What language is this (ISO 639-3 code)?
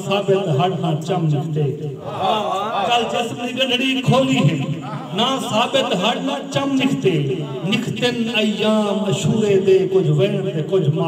skr